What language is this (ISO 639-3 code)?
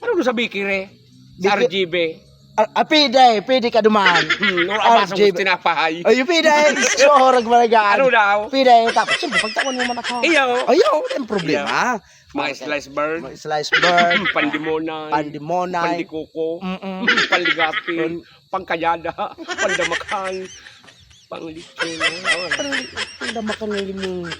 bik